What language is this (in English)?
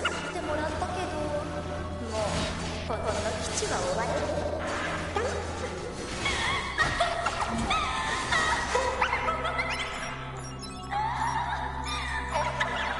Japanese